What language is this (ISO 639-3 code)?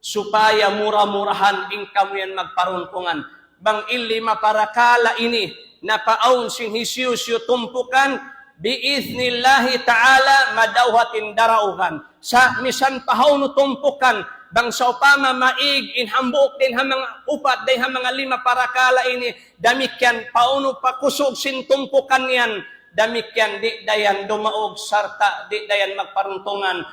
tsg